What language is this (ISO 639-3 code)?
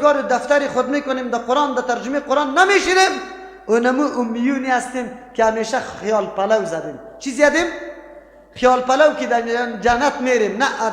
fas